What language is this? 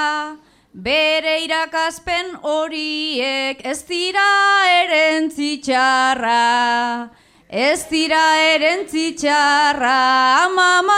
Basque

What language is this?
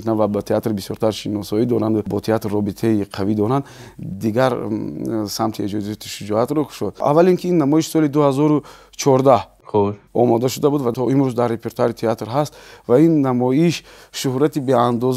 Tajik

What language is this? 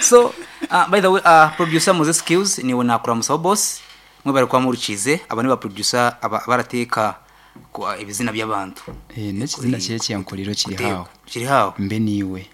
Nyankole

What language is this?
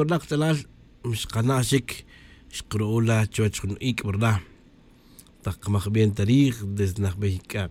Tz'utujil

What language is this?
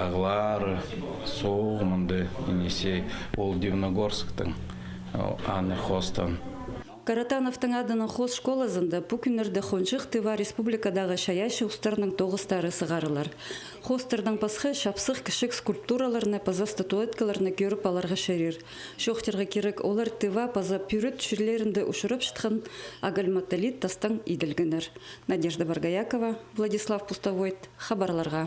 Khakas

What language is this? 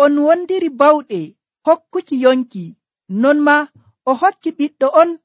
Nigerian Fulfulde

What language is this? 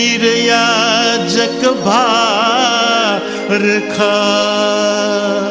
Newari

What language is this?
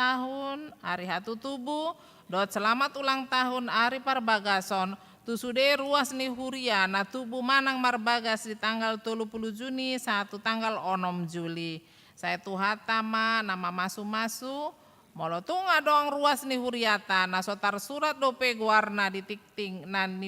Batak Toba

